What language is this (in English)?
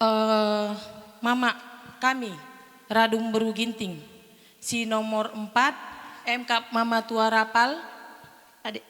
Batak Karo